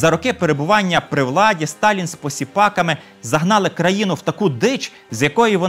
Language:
Ukrainian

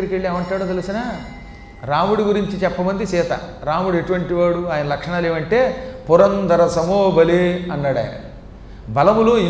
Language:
Telugu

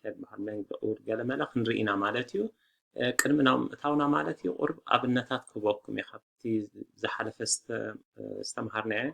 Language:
Tigrinya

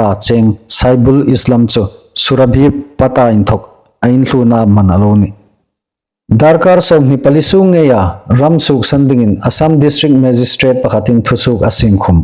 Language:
Hmar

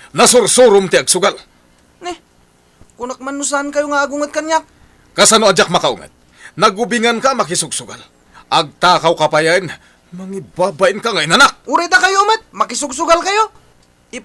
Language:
Iloko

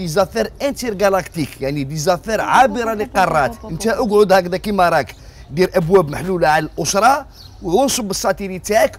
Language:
Algerian Arabic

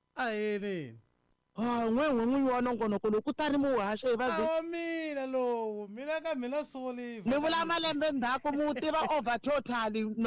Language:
Tsonga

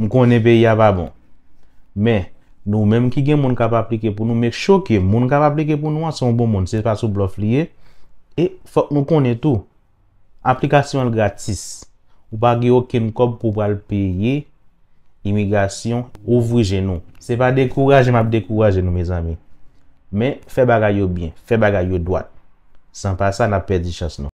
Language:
Haitian Creole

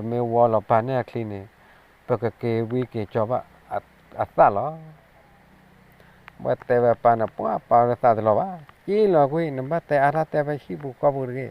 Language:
S'gaw Karen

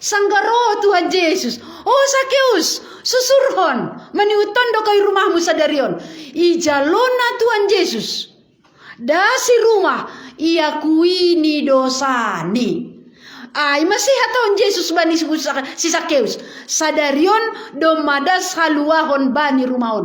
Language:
Batak Simalungun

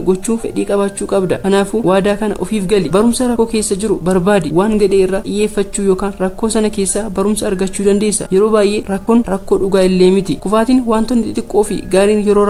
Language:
Oromo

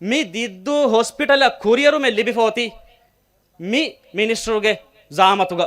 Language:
Divehi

